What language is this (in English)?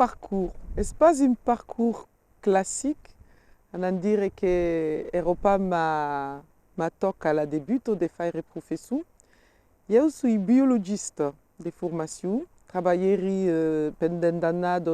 Occitan